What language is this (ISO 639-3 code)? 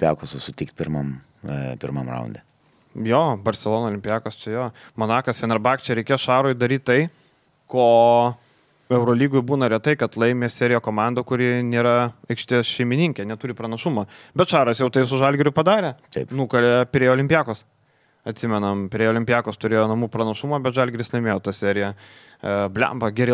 lit